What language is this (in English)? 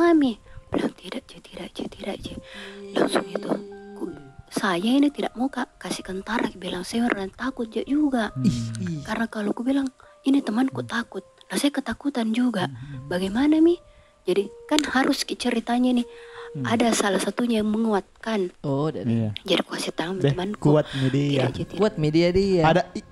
Makassar Malay